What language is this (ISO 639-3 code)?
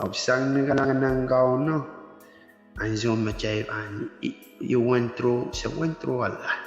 pon